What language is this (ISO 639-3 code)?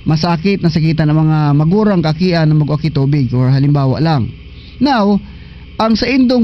bik